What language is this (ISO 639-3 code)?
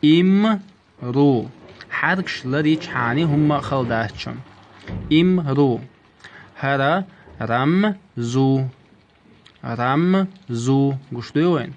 che